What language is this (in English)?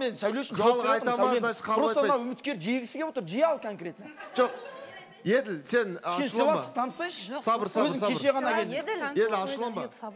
Kazakh